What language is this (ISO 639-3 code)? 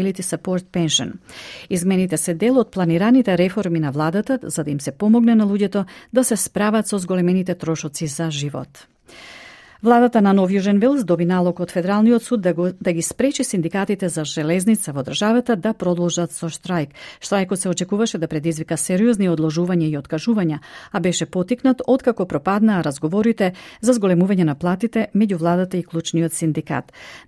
mkd